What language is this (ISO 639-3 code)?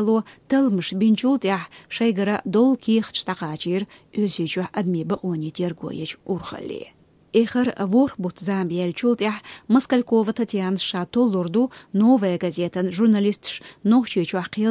che